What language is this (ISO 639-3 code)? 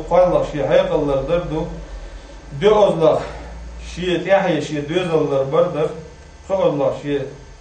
che